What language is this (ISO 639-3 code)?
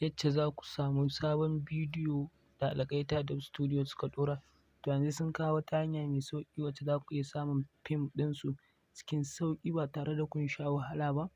hau